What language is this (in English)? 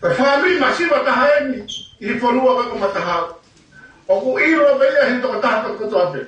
Tongan